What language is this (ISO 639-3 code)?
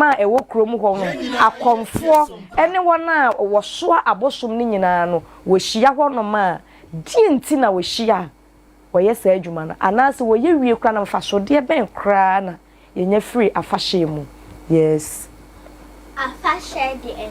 aka